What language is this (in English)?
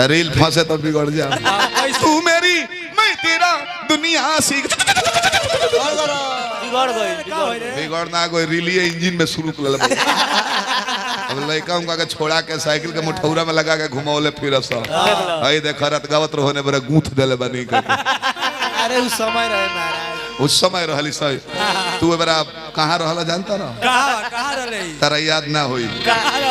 Bhojpuri